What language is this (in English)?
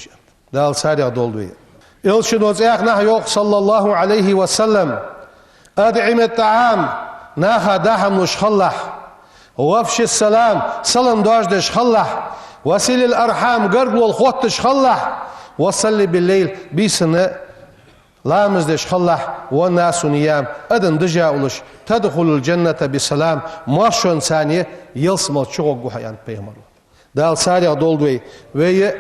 Ingush